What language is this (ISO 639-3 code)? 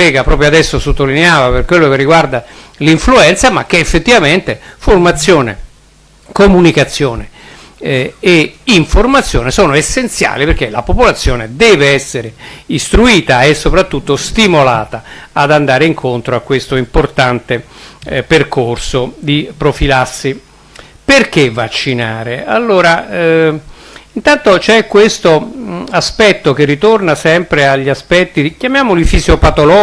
ita